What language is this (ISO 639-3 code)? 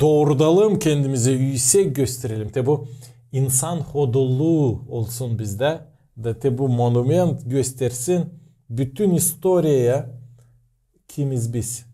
gag